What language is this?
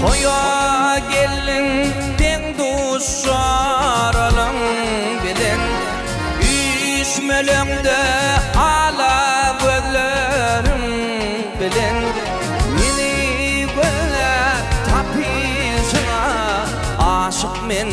Turkmen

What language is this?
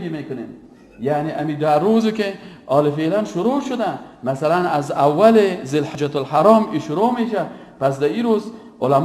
Persian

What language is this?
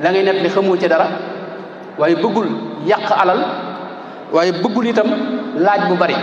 Wolof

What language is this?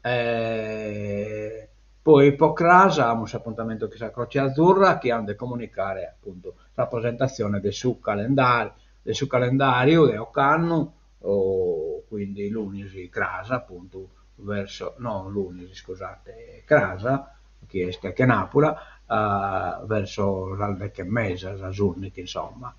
Sardinian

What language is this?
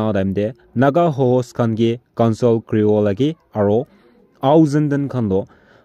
Naga Pidgin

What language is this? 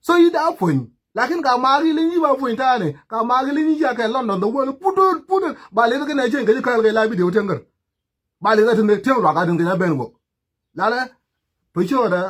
Nuer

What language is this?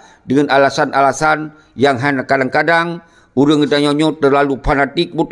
Achinese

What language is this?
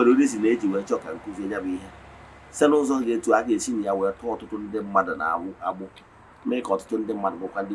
Igbo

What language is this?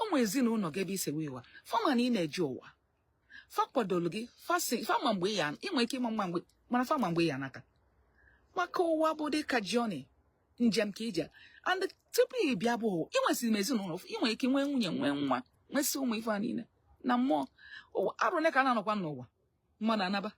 Igbo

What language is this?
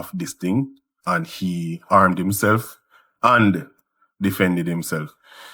Jamaican Creole English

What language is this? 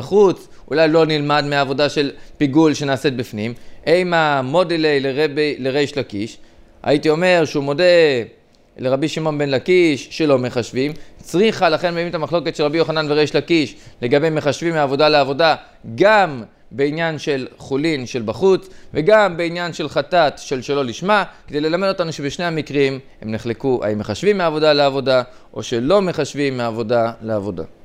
Hebrew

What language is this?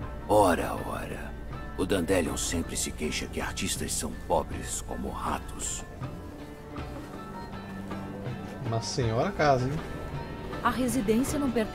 Portuguese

